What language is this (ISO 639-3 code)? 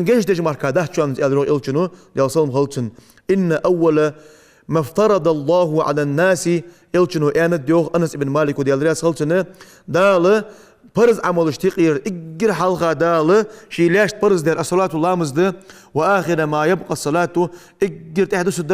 inh